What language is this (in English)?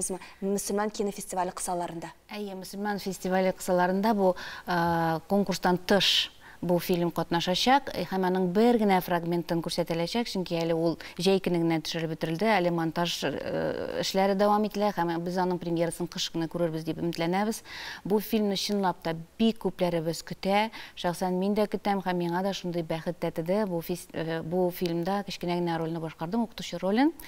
Tatar